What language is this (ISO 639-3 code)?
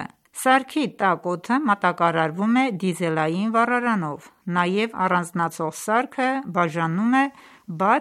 hye